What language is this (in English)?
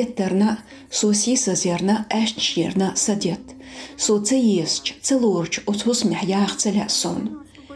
Chechen